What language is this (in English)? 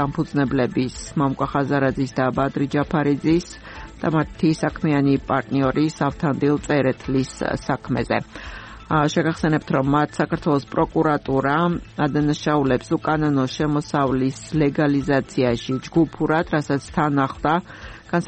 Georgian